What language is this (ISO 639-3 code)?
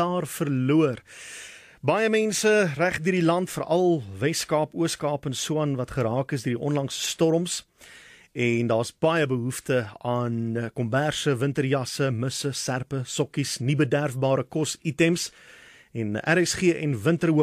afr